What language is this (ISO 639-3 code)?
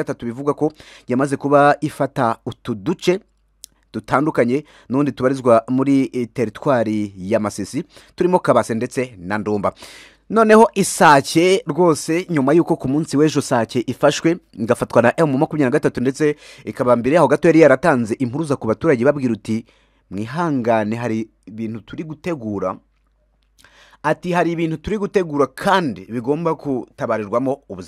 kin